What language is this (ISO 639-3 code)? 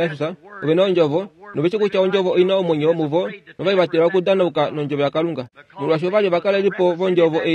kua